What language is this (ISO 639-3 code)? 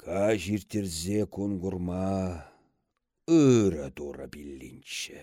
chv